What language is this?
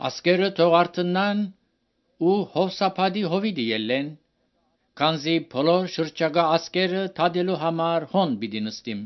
Armenian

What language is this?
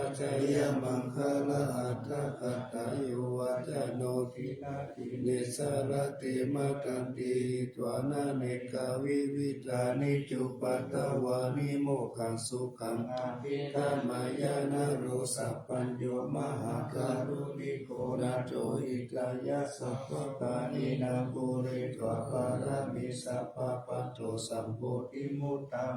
Pali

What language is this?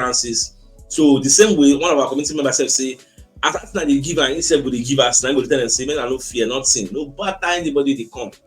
Nigerian Pidgin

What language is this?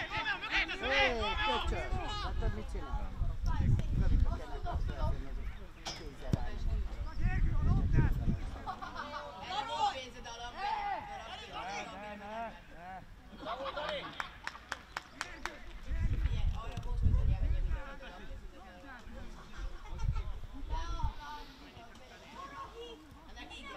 Hungarian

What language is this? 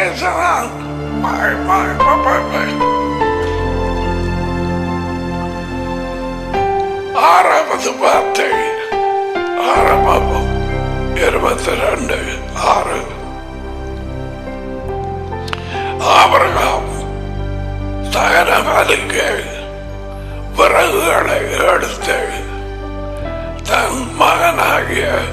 Tamil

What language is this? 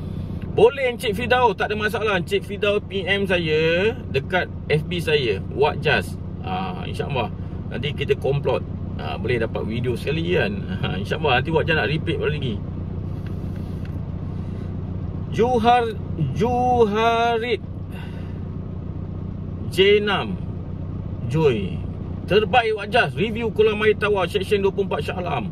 Malay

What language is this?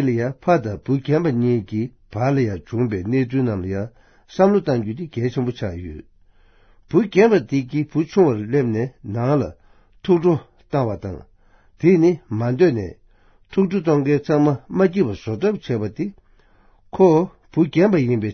Tibetan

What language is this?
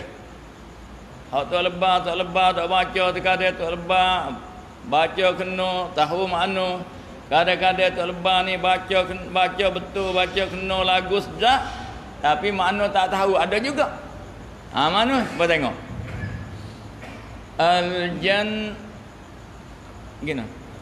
Malay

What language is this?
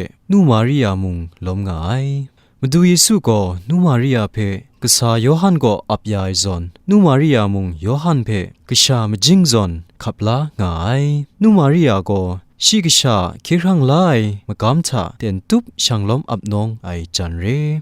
Kachin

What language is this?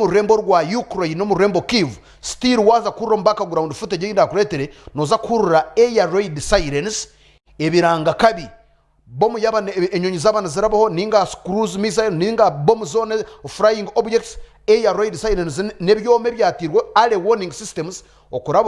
Nyankole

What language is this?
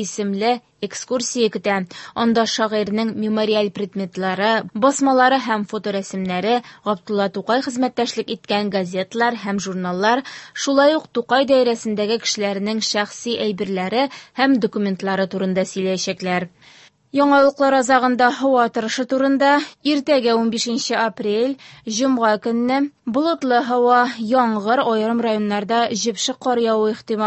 Tatar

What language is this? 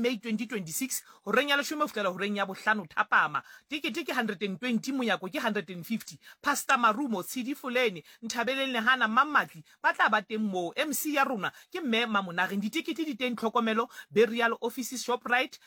Southern Sotho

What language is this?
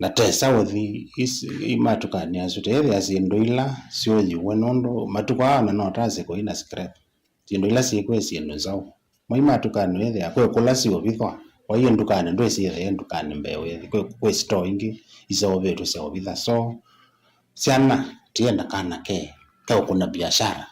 Kamba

